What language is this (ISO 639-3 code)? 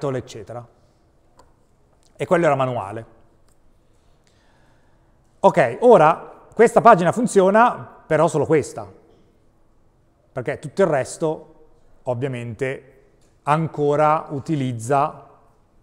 ita